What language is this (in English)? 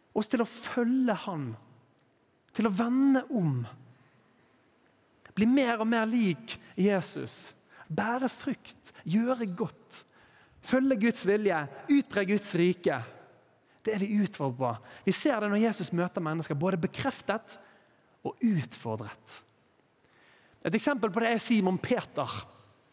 Norwegian